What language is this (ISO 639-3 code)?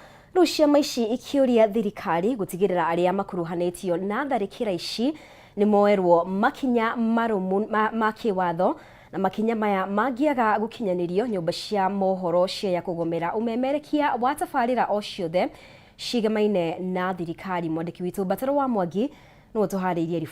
kik